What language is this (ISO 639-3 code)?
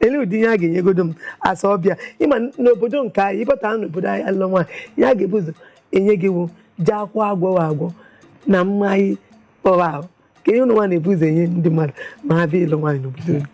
ibo